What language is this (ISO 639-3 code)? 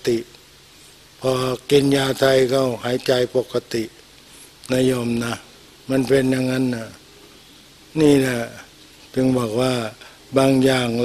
tha